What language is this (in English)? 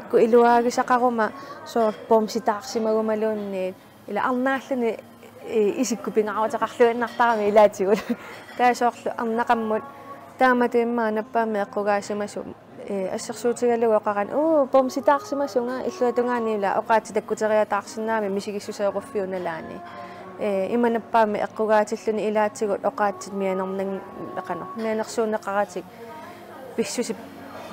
Kalaallisut